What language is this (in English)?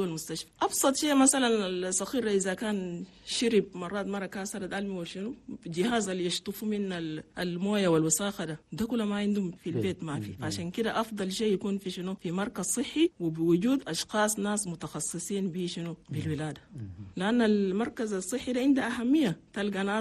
Chadian Arabic